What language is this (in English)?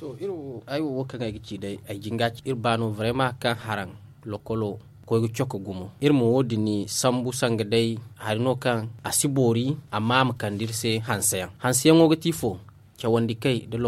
Zarma